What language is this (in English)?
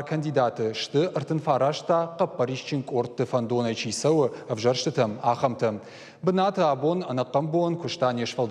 Ossetic